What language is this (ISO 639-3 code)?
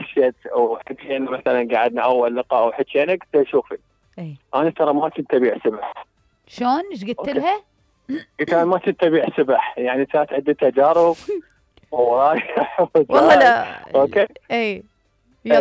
acm